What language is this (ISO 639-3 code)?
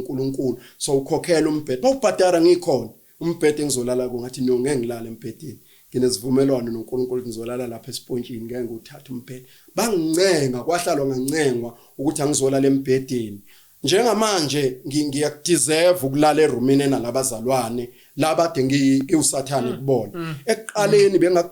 zul